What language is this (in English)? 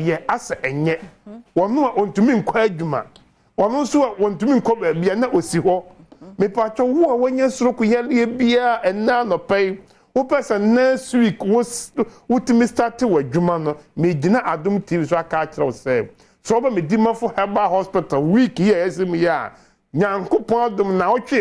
Akan